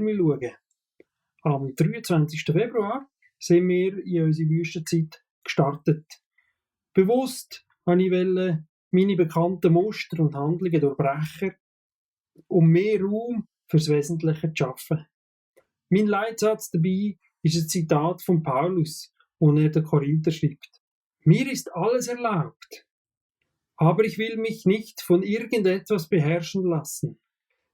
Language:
Swiss German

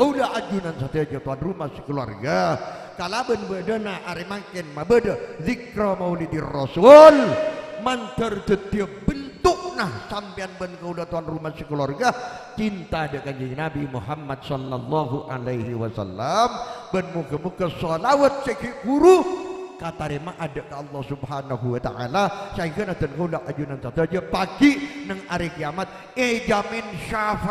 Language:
Madurese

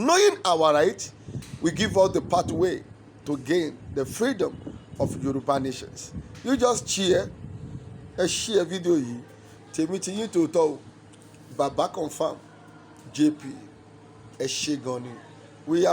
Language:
Yoruba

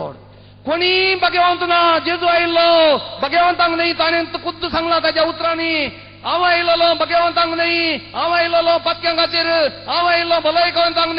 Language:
Konkani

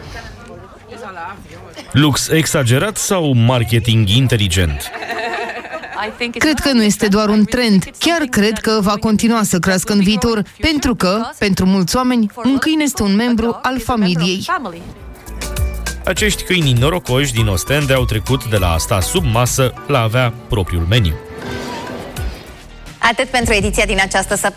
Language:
Romanian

